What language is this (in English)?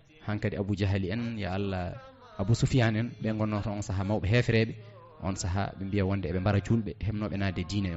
Fula